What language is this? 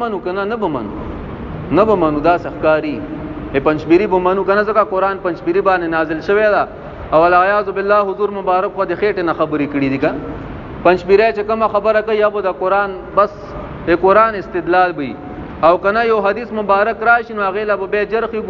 Pashto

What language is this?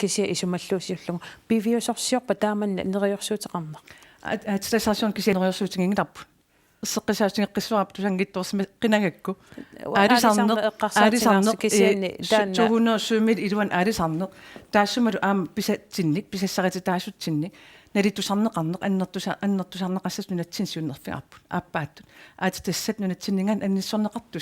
Kalaallisut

